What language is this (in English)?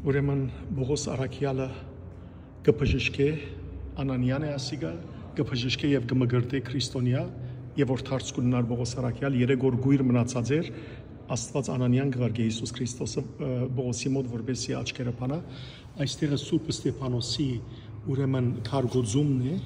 Western Armenian